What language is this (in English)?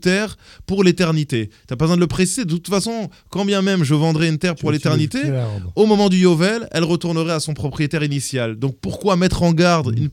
French